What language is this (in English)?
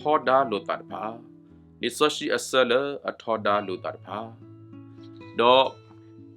S'gaw Karen